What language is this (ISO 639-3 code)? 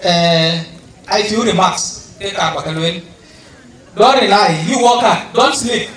din